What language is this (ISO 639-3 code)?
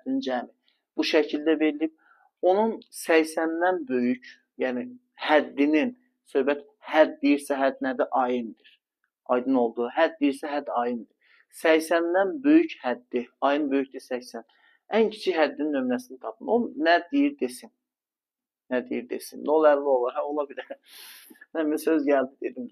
aze